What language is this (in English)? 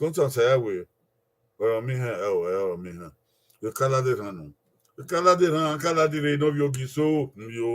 Bini